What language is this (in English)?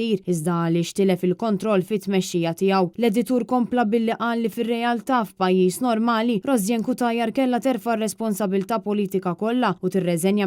Maltese